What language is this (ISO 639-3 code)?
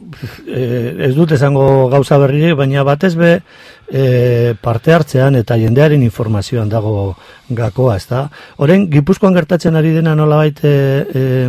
eus